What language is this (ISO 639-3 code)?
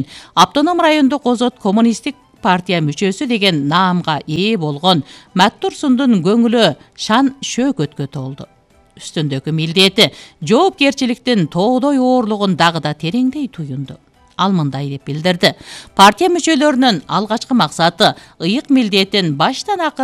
kir